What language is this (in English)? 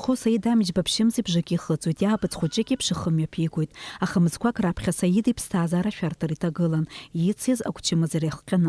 Abkhazian